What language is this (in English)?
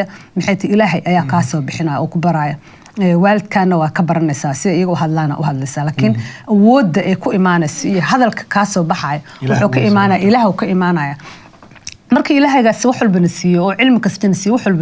Somali